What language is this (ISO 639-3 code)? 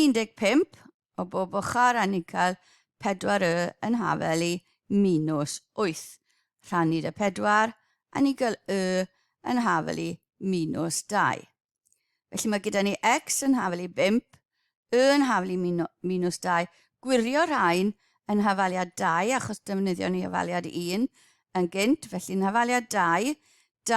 cym